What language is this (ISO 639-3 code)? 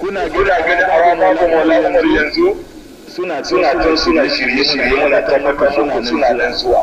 hau